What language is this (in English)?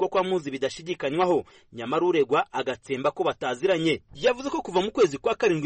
Kinyarwanda